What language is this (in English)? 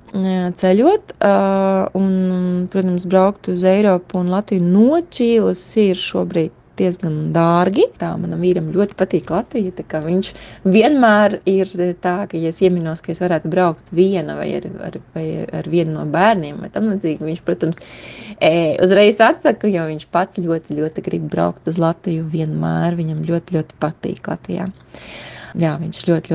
Latvian